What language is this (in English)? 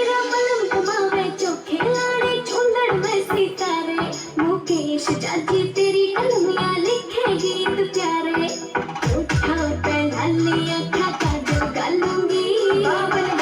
Konkani